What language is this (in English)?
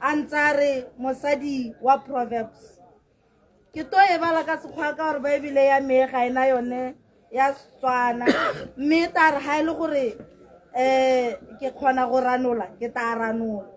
Tswana